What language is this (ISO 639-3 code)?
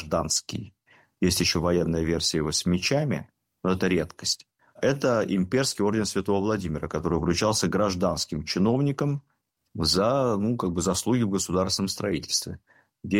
rus